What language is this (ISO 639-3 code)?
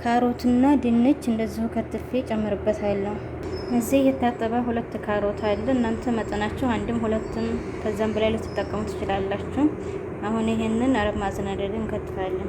amh